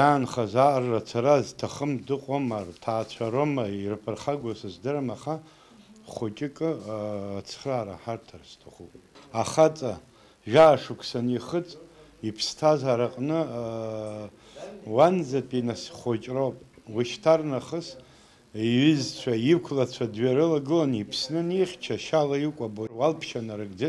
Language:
Abkhazian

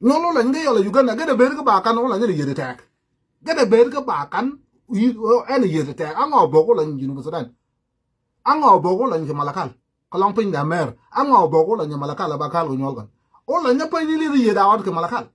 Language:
Sudanese Creole Arabic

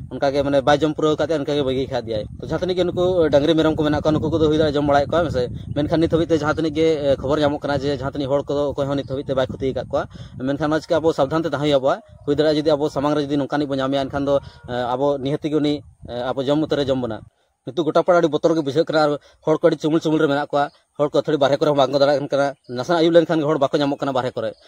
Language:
Santali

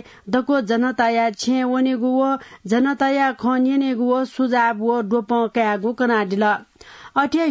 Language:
Newari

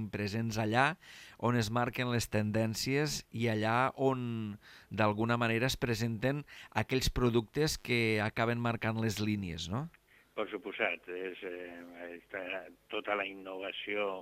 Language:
Catalan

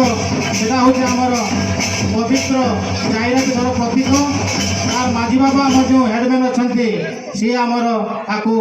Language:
Santali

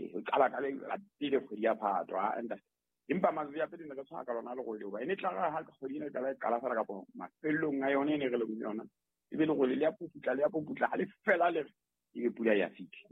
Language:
Southern Sotho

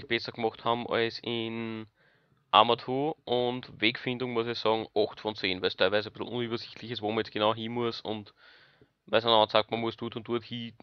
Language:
Bavarian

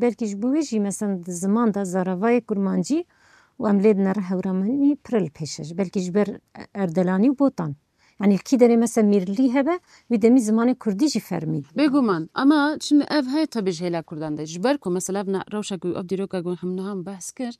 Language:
Kurdish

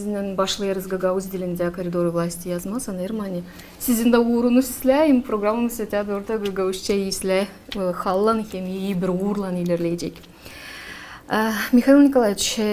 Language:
Gagauz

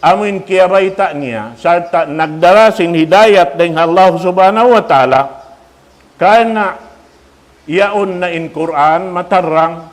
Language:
Tausug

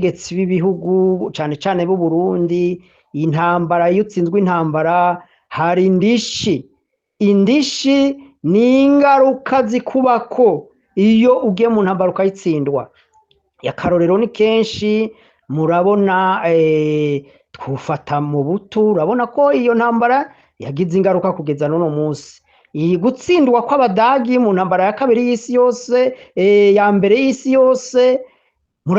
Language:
Rundi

